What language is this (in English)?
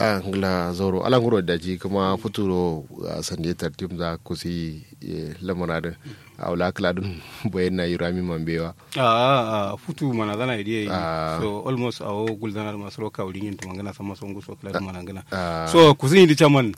Kanuri